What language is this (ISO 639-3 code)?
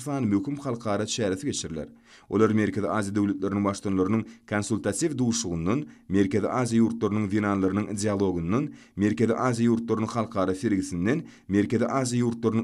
tuk